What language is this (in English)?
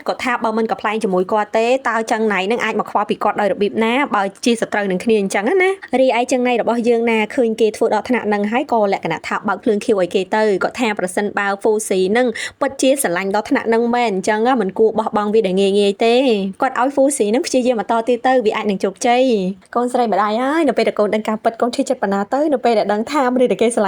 Khmer